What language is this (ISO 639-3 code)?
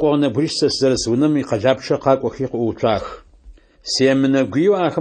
ady